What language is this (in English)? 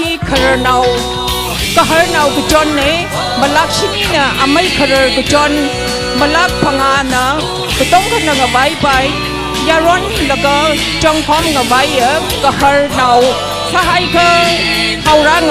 Tangkhul Naga (India)